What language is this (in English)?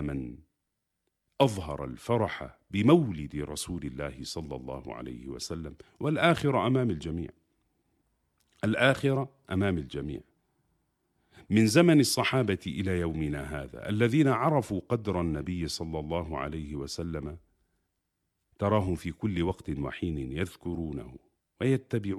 Arabic